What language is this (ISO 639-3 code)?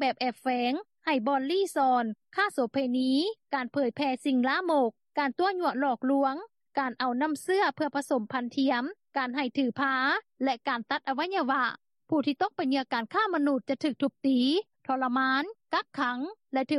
lao